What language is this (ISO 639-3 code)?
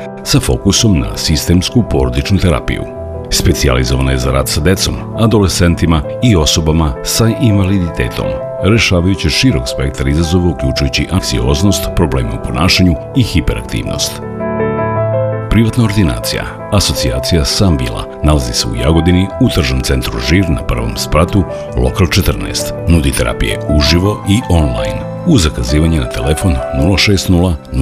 srp